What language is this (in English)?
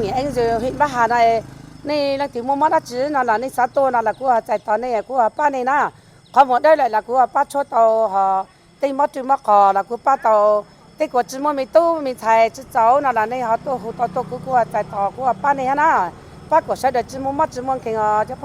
Hmong